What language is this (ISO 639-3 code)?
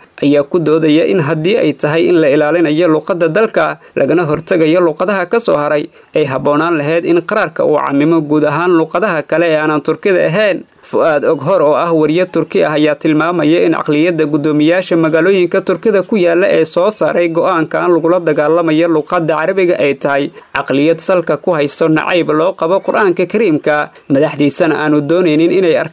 som